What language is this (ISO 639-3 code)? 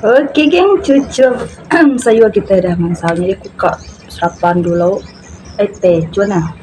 iba